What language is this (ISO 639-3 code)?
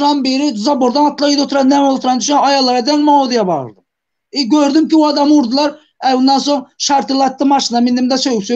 tuk